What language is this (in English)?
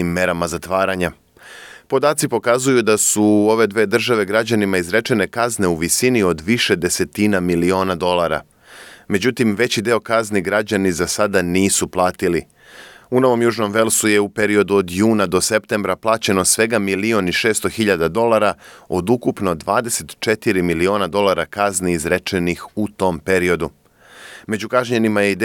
Serbian